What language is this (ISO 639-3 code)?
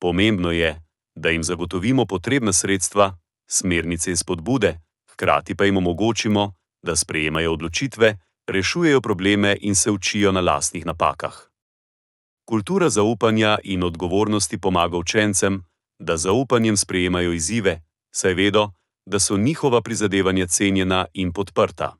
slv